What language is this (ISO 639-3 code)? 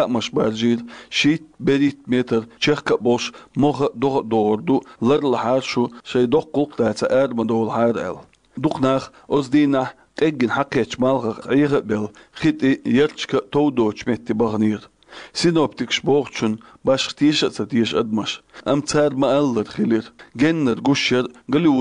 che